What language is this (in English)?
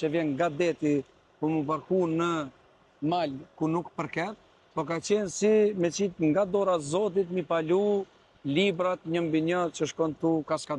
Albanian